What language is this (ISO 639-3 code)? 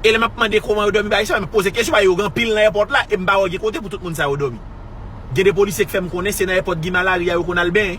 hat